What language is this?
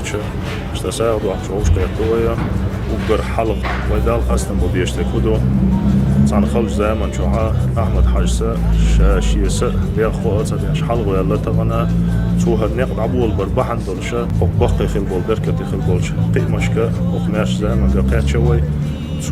Chechen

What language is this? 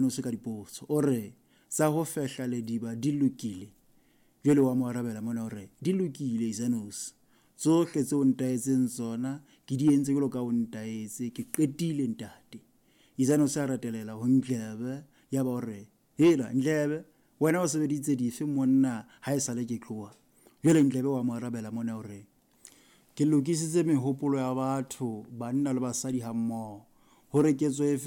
Southern Sotho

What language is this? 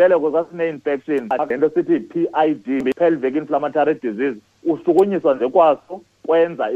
Xhosa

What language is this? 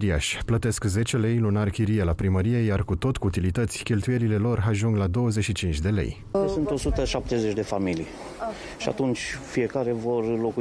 Romanian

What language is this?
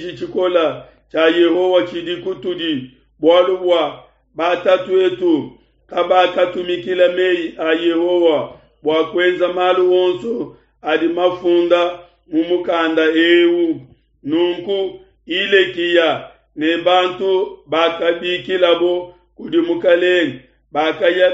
Luba-Lulua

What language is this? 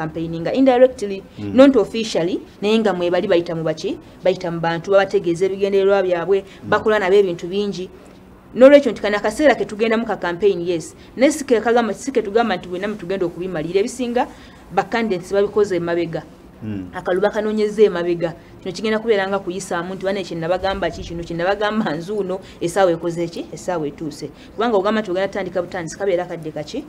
Ganda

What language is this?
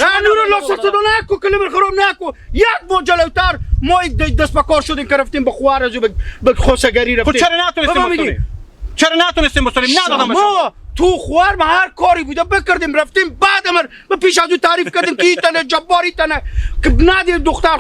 Hazaragi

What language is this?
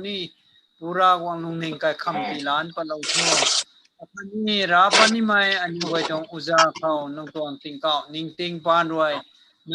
Rongmei Naga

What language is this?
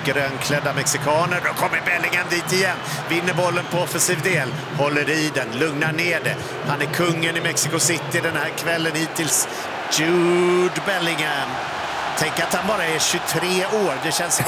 Swedish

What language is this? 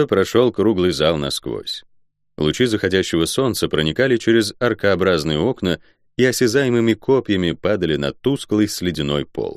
Russian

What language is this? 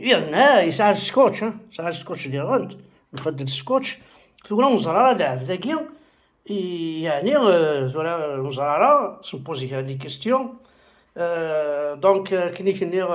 Kabyle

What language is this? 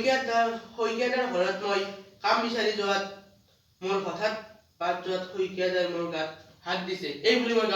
Assamese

